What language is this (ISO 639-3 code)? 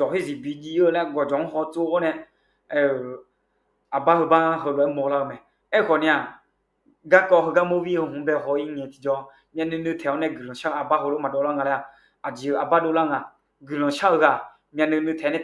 ahk